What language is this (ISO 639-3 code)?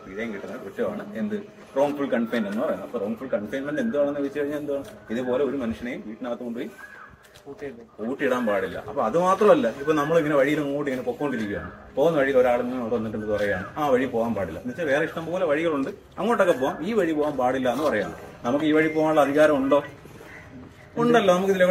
mal